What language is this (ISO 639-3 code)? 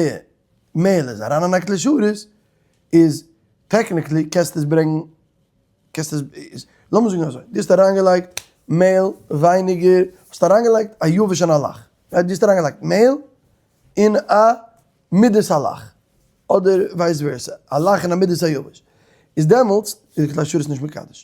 yid